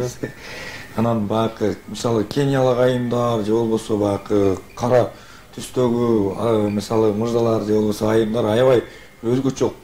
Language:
Kyrgyz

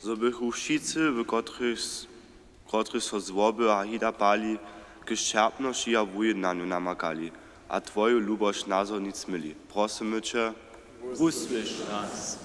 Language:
Upper Sorbian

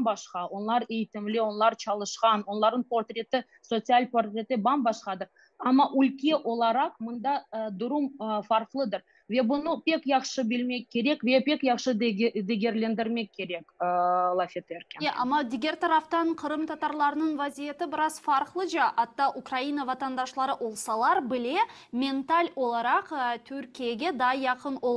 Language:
Crimean Tatar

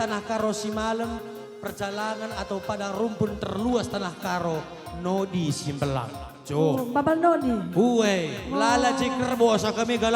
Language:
Batak Karo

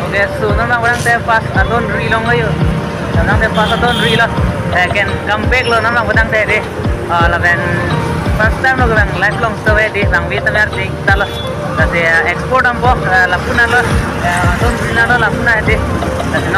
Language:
Karbi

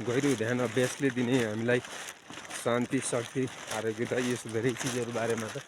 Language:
Nepali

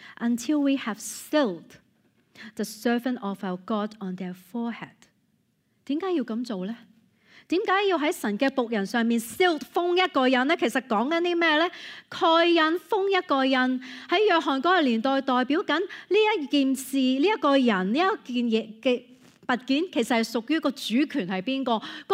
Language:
Cantonese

